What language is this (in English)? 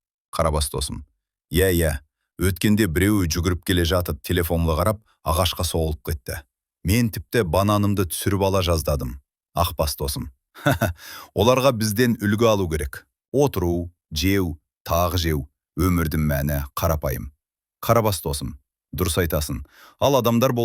Kazakh